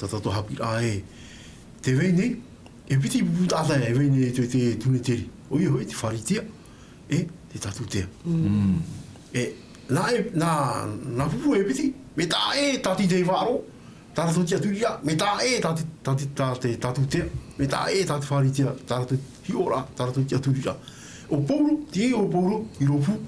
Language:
Tahitian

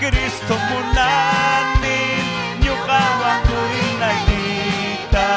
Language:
Ayacucho Quechua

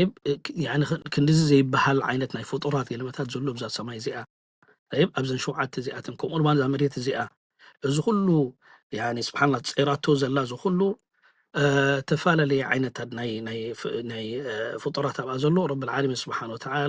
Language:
Tigrinya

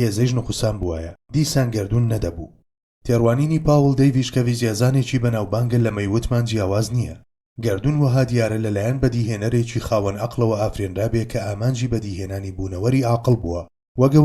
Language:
Central Kurdish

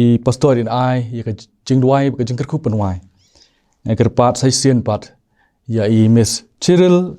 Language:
Khasi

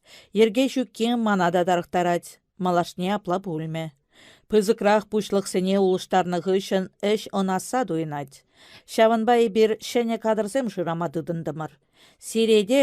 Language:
Chuvash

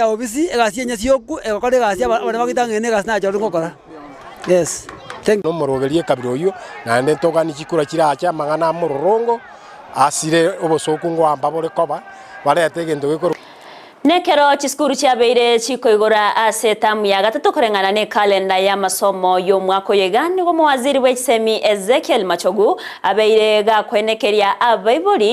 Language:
Gusii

